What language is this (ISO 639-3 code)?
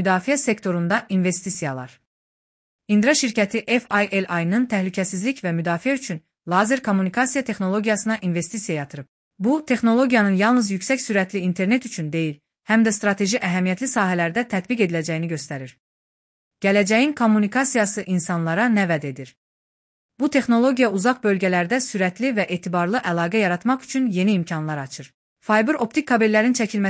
aze